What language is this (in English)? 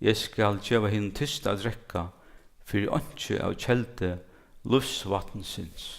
Faroese